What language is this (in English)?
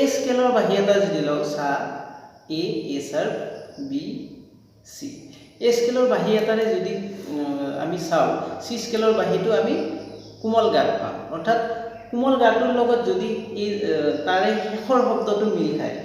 Assamese